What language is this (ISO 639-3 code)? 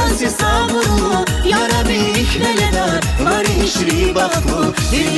tab